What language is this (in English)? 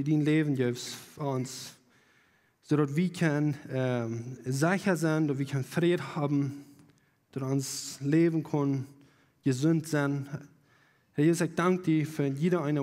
Plautdietsch